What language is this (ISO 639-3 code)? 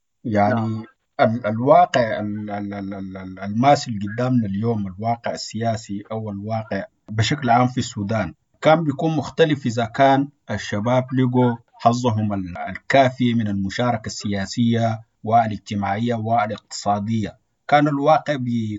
apd